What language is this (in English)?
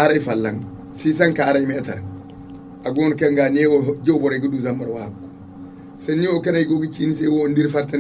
Zarma